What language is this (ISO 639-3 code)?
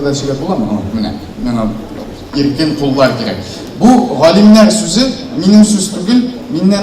tat